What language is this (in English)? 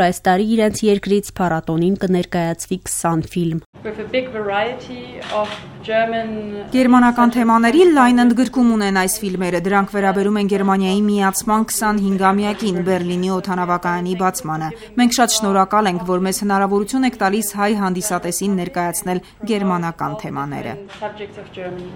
Armenian